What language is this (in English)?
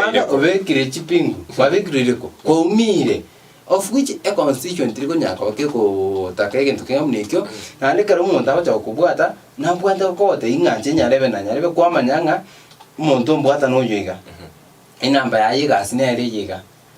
Gusii